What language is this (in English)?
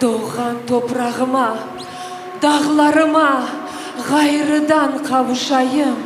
Crimean Tatar